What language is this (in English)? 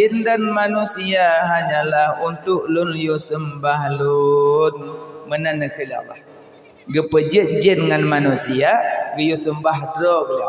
Achinese